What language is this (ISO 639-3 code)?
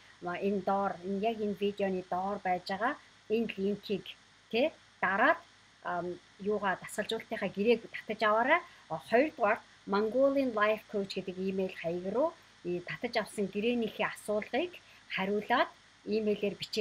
mon